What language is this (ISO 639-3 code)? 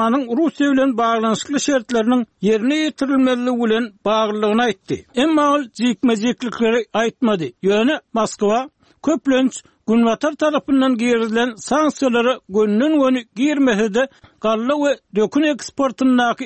tuk